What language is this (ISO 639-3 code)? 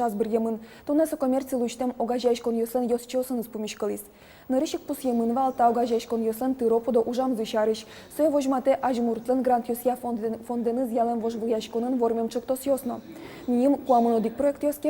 udm